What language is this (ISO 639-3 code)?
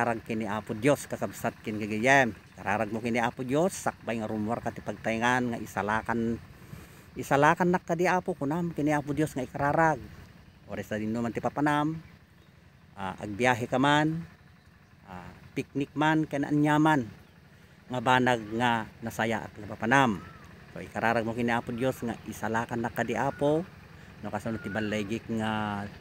ilo